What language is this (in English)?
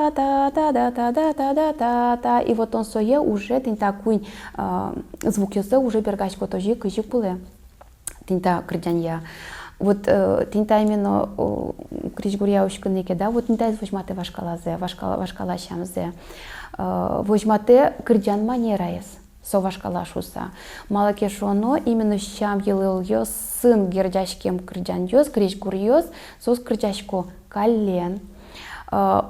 Udmurt